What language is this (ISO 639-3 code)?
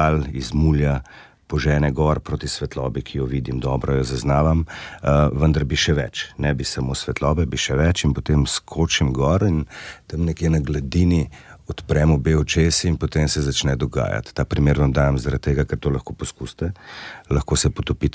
slv